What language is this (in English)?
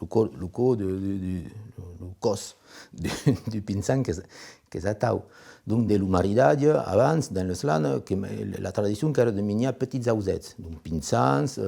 Occitan